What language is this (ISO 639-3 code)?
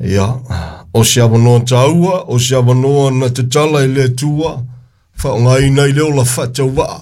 smo